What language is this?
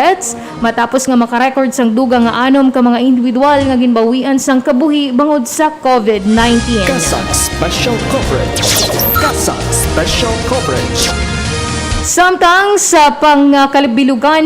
Hiligaynon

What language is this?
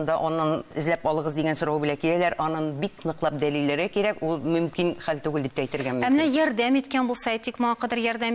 Tatar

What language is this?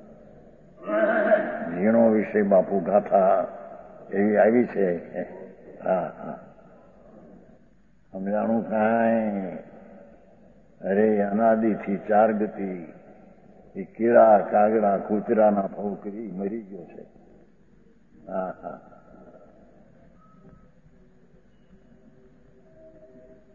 Gujarati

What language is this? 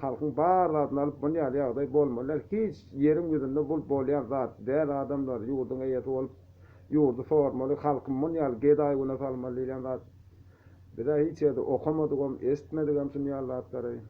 Turkmen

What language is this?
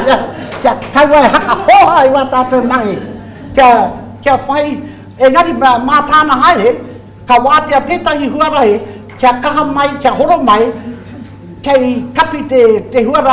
Māori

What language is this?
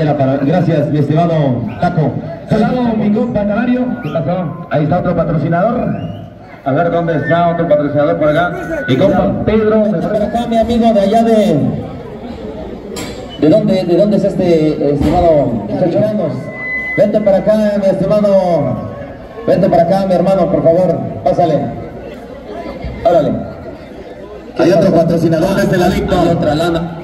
Spanish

